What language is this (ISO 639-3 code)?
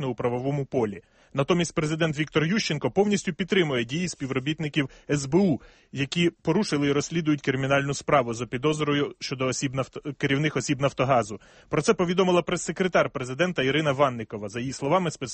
ukr